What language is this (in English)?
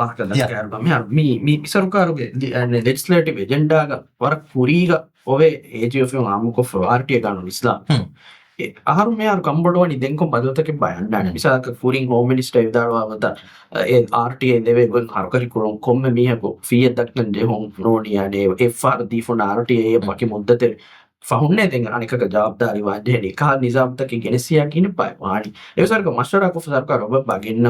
Divehi